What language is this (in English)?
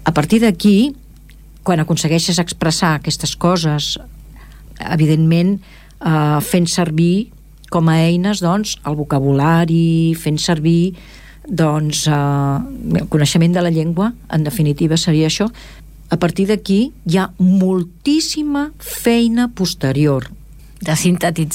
Catalan